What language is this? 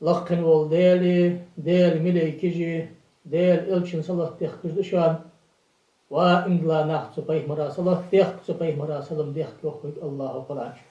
Ingush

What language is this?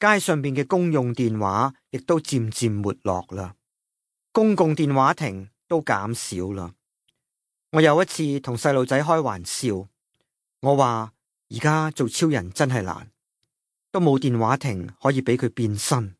Cantonese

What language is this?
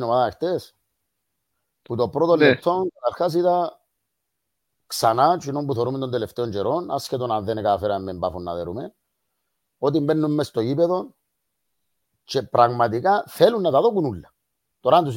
Greek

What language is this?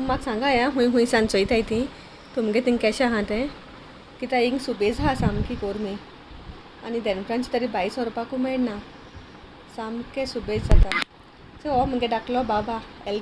Konkani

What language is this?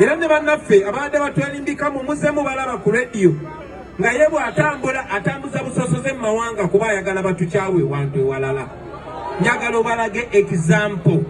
Ganda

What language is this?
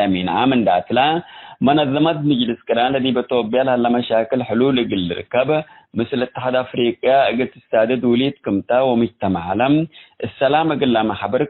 Tigre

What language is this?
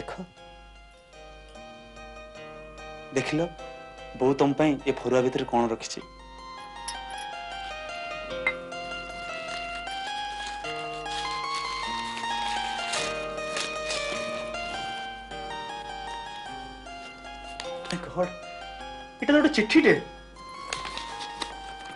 Odia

